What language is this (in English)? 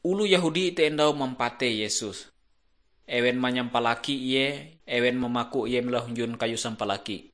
Ngaju